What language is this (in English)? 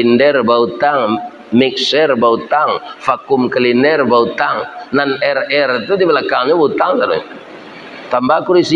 Minangkabau